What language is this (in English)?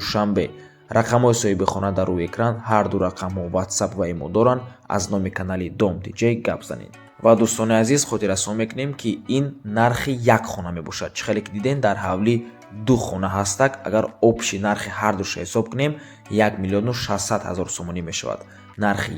Tajik